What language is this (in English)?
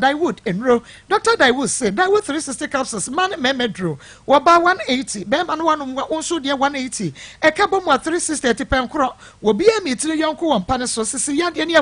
Akan